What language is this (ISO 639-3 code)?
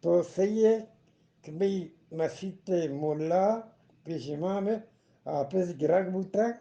bgp